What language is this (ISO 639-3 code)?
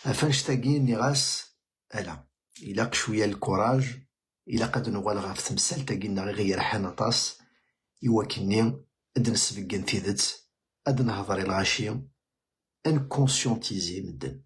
kab